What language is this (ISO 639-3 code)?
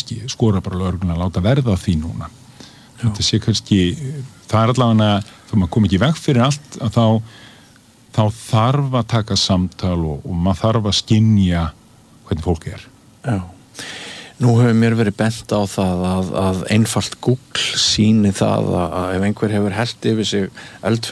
isl